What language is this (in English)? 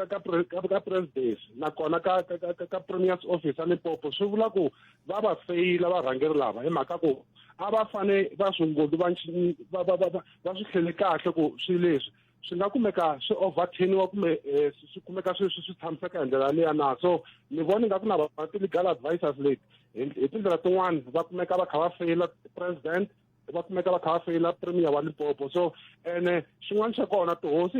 Tsonga